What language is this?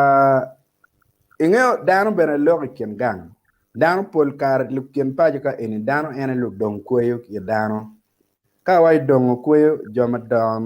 Acoli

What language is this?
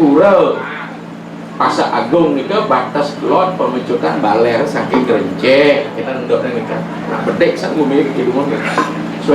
Balinese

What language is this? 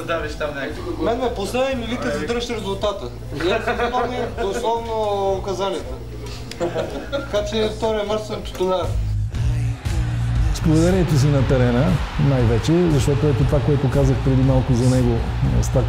Bulgarian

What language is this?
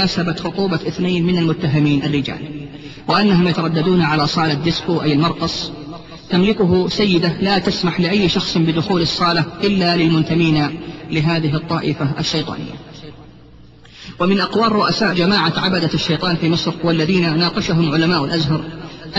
Arabic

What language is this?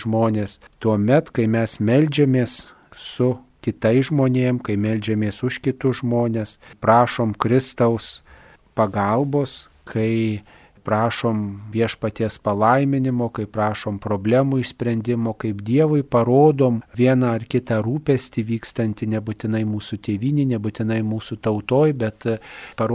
Lithuanian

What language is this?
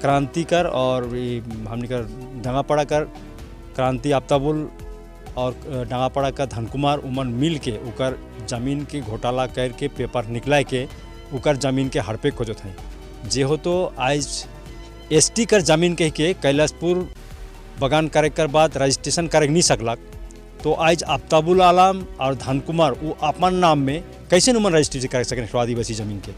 Sadri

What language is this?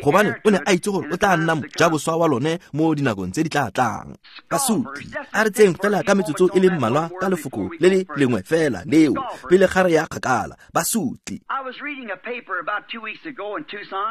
Tswana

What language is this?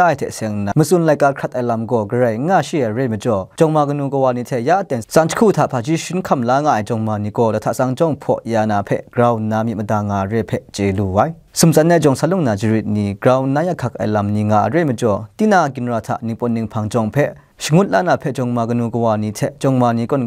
Kachin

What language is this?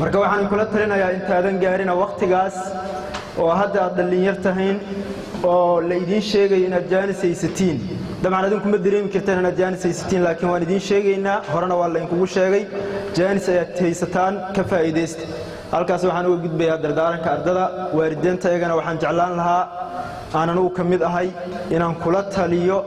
Somali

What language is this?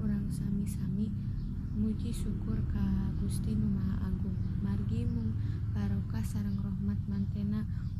Sundanese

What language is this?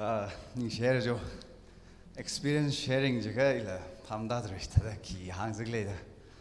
Tangkhul Naga (India)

